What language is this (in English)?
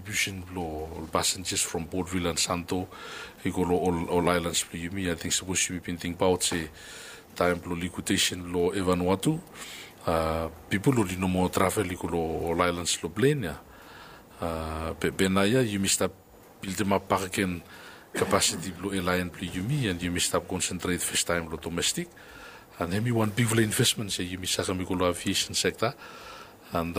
Bislama